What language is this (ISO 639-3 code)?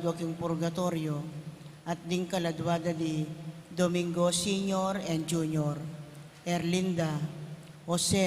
pam